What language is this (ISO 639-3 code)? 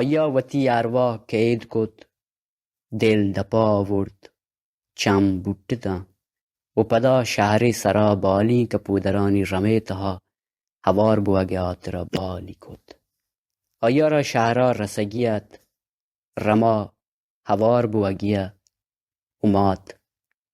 bal